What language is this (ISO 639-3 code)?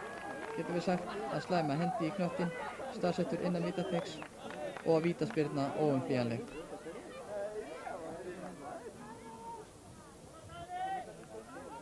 isl